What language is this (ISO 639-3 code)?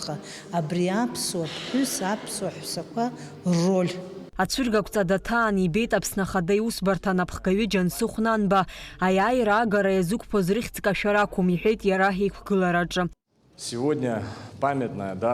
abk